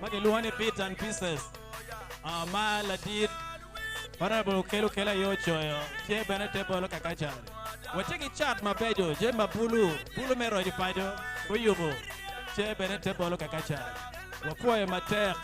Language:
Acoli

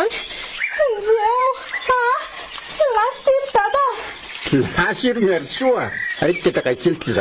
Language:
Malagasy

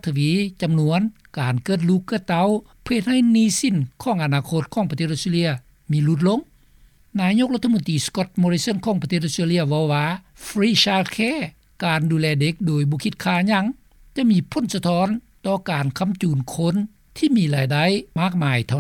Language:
Lao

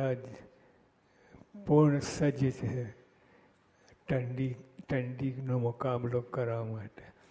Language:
Gujarati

